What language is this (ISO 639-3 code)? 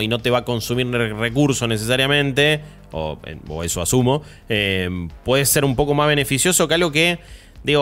spa